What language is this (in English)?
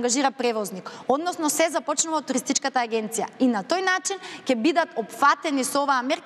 Macedonian